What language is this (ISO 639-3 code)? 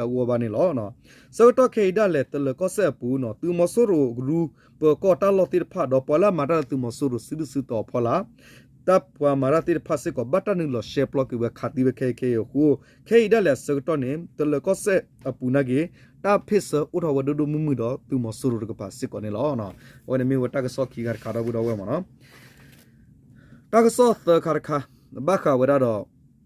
ksw